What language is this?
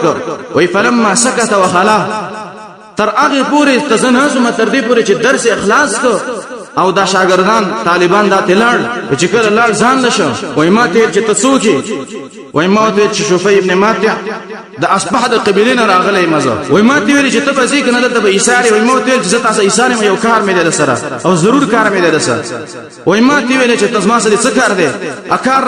Pashto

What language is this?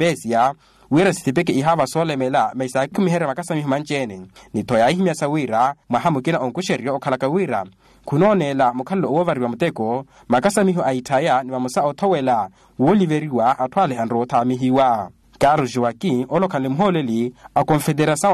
Makhuwa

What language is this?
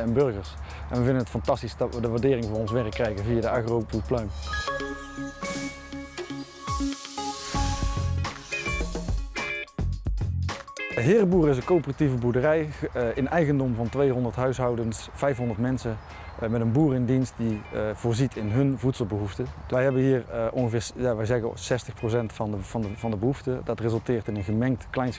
Dutch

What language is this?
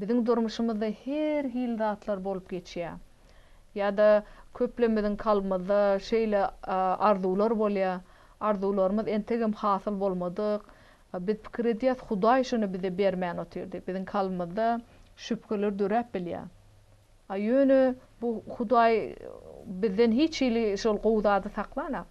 Turkmen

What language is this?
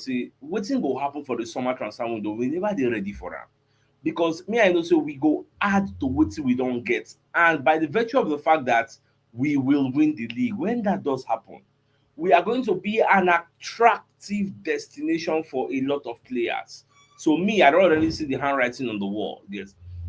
Nigerian Pidgin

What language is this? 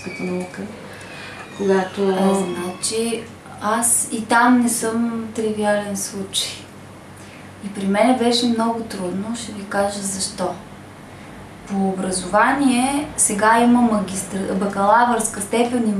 Bulgarian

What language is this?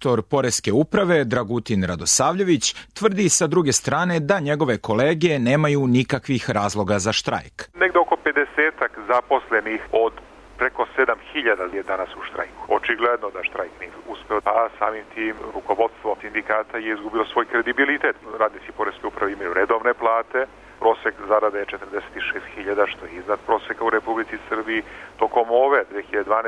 Serbian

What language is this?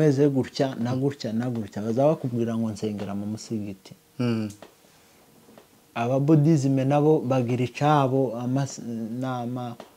Kinyarwanda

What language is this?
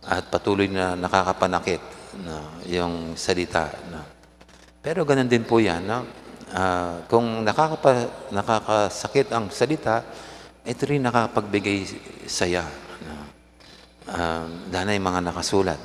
Pampanga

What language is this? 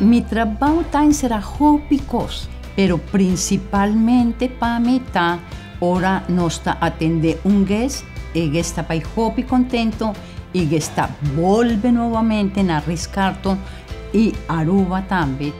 Papiamento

